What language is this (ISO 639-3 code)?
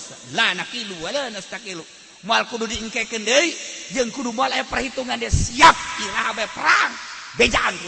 sun